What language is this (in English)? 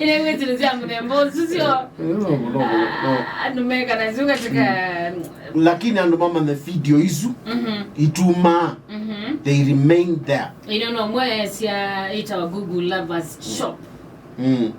Kamba